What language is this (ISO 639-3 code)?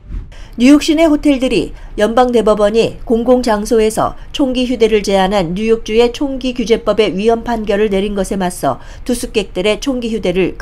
kor